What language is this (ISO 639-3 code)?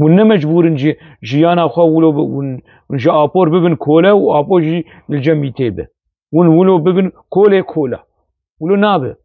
kur